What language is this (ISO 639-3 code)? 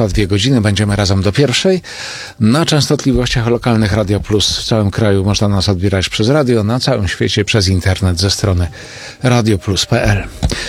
pol